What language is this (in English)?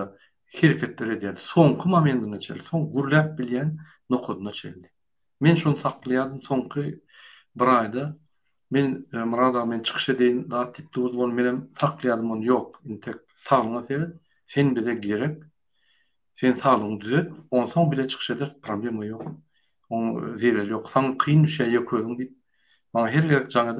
Turkmen